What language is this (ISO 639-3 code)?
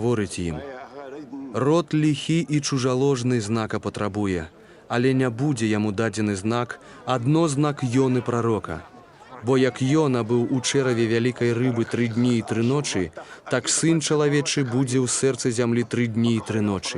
bel